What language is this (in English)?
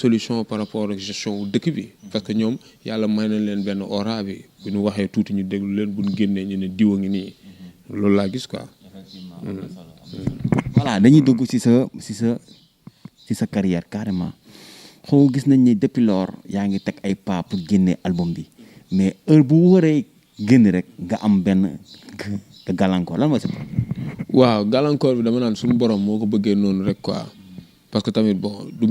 Wolof